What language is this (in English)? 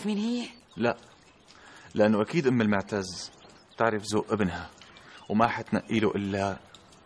North Levantine Arabic